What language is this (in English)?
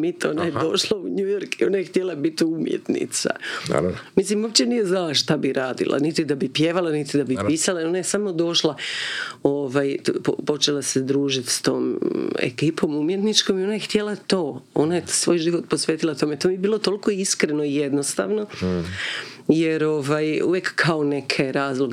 Croatian